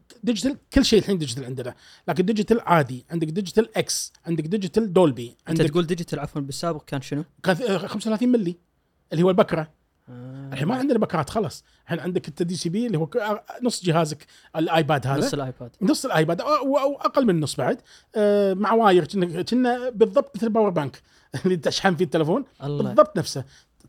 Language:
Gulf Arabic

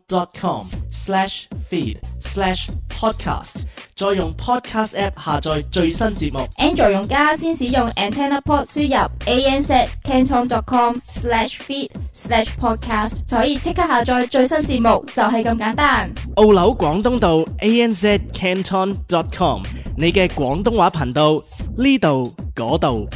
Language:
Cantonese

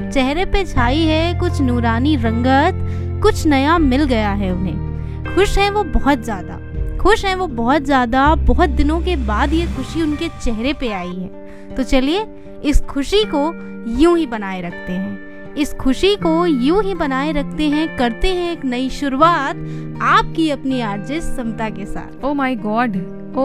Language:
Hindi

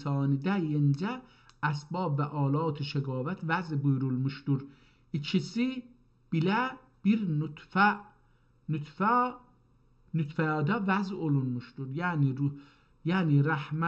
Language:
South Azerbaijani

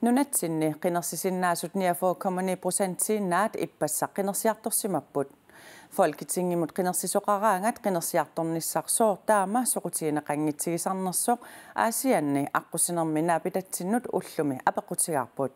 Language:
Kalaallisut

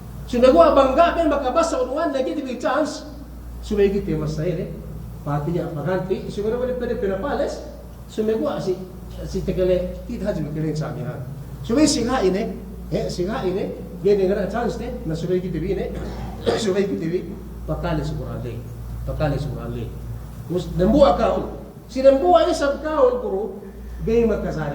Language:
Yakan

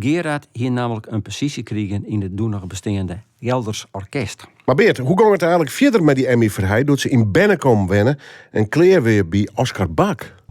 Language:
Western Frisian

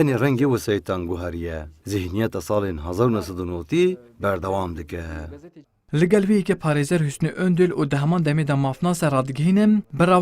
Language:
Kurdish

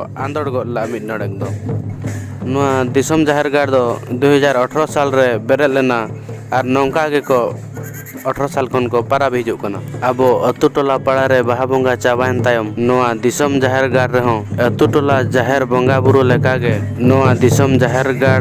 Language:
Santali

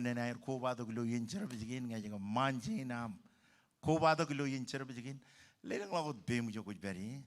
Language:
Marshallese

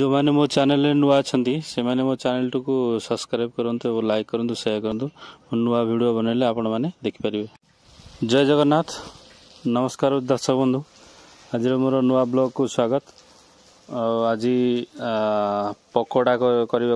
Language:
Odia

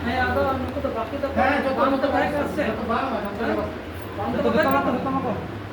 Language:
Santali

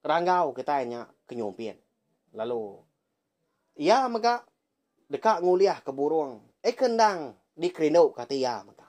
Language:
Iban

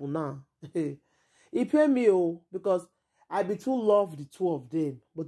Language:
Nigerian Pidgin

